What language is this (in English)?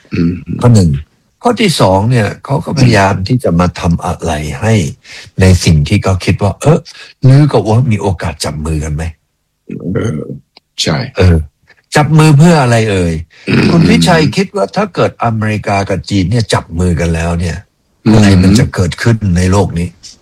Thai